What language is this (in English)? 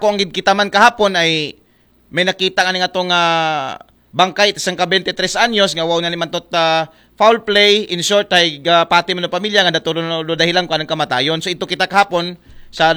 Aklanon